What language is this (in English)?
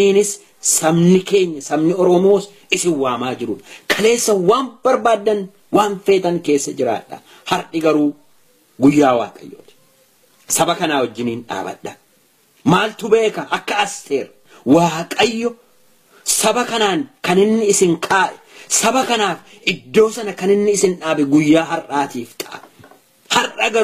Oromo